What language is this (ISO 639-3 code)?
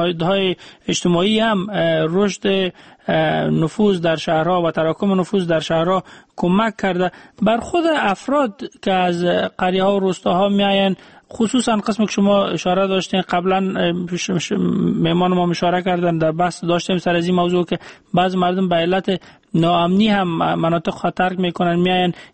fas